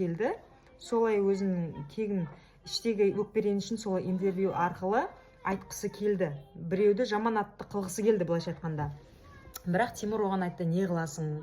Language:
Kazakh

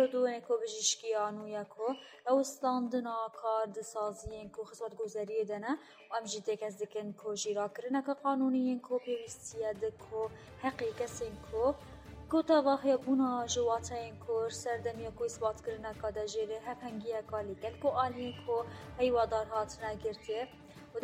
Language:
Kurdish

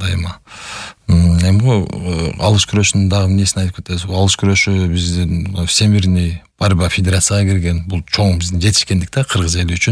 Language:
Kyrgyz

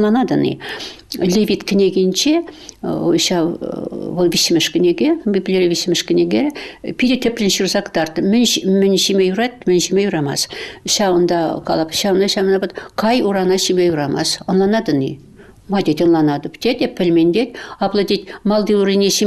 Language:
Chuvash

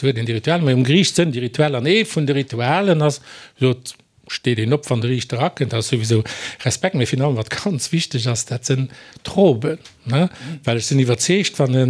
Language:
Luxembourgish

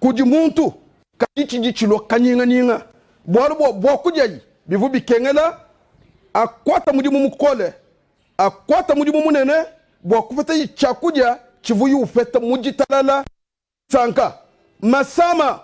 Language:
Luba-Lulua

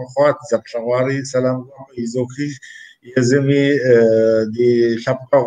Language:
Kabardian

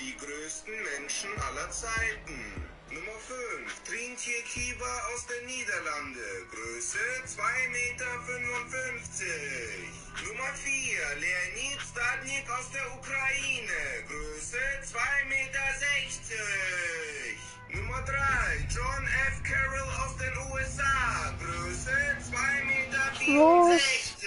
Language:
Bavarian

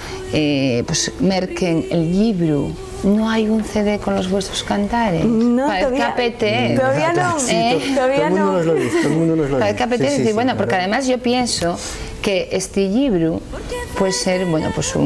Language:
Asturian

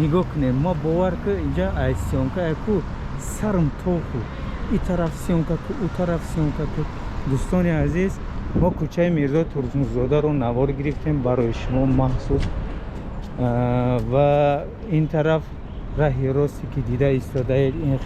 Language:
Tajik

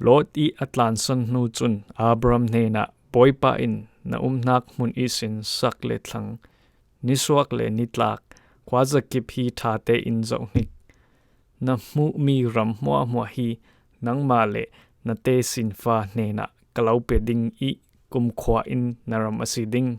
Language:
Falam Chin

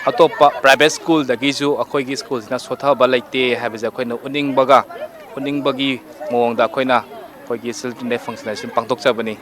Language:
Manipuri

